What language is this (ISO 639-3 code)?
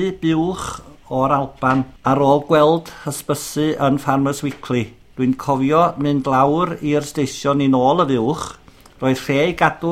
cym